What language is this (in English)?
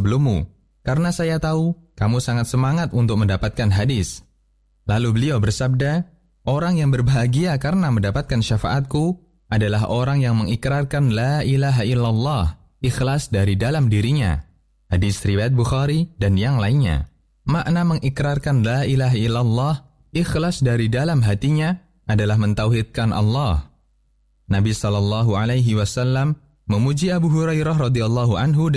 Indonesian